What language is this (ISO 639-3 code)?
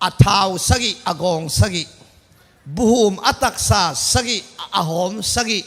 ctd